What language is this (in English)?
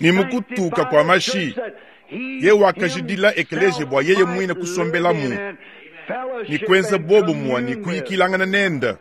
Luba-Lulua